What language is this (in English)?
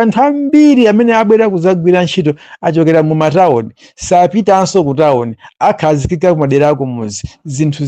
Nyanja